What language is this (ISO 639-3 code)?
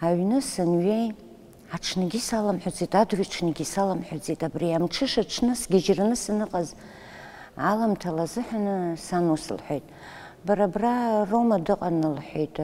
abk